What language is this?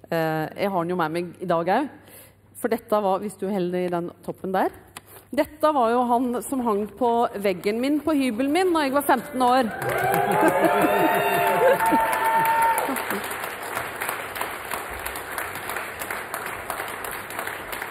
Norwegian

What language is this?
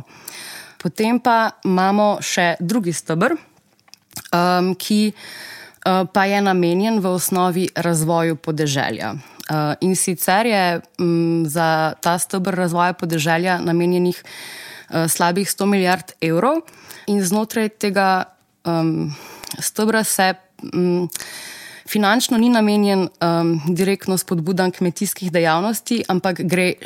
Slovenian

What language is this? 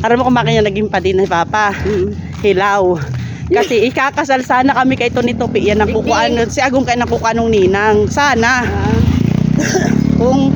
Bikol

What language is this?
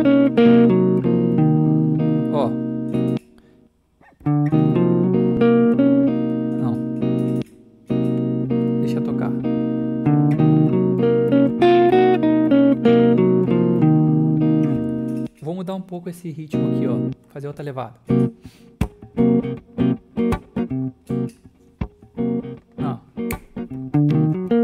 Portuguese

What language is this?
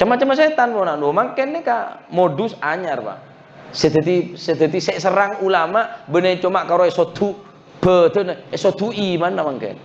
Madurese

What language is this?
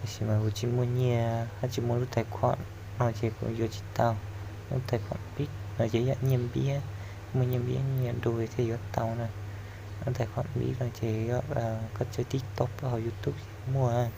Hmong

